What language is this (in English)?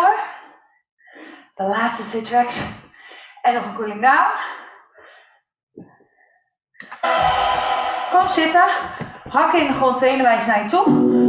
Dutch